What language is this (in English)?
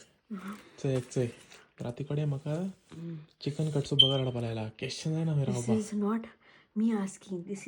Konkani